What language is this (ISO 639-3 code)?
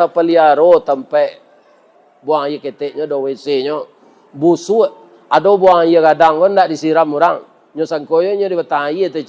min